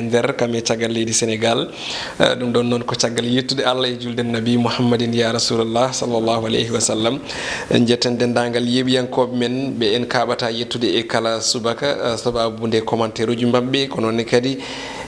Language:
Fula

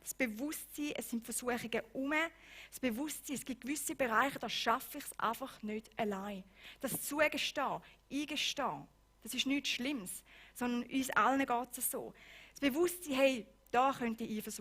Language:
Swiss German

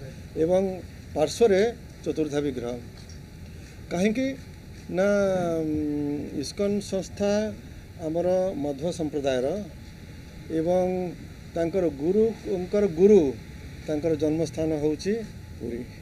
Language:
Odia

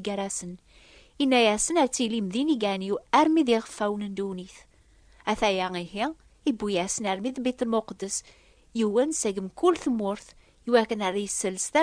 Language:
Kabyle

